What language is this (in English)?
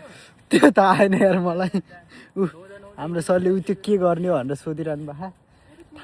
Nepali